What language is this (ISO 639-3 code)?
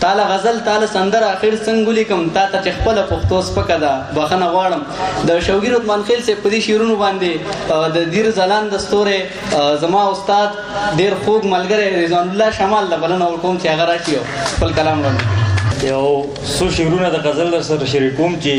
pus